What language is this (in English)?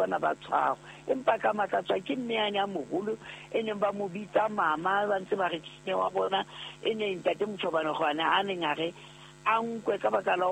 Southern Sotho